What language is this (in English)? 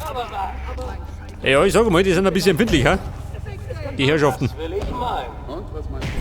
Bavarian